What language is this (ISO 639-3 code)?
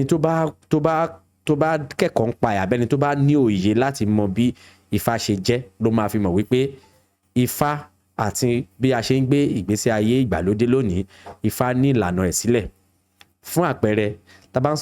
yor